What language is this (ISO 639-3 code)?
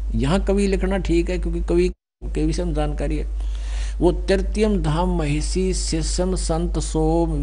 hin